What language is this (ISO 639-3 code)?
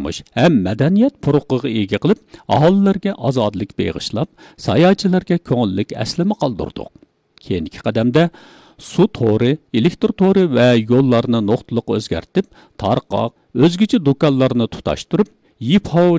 uig